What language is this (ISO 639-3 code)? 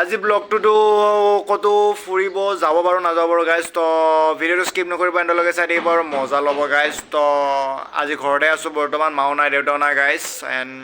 asm